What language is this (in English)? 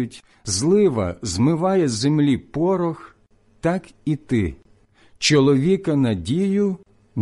Ukrainian